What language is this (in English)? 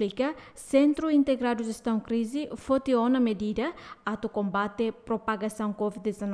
Tetum